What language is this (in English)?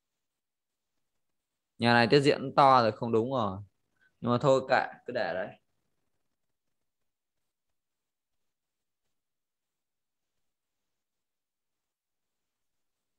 Vietnamese